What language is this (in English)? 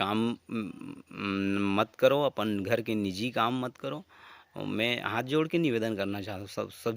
Chhattisgarhi